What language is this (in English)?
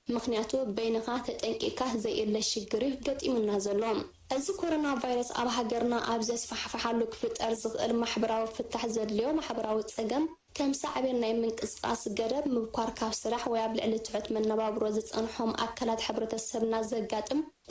Tigrinya